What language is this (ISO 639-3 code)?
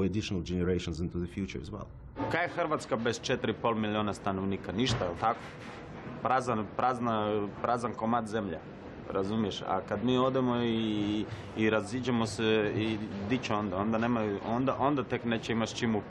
hrv